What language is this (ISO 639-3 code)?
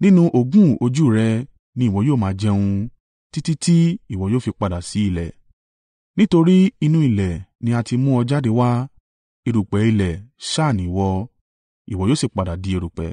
yor